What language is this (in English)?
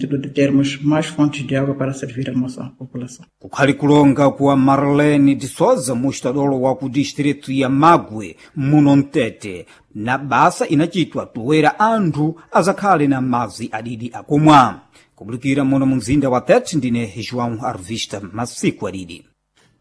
Sena